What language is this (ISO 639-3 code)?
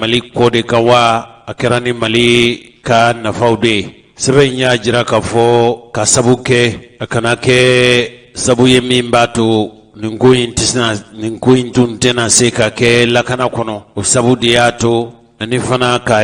bam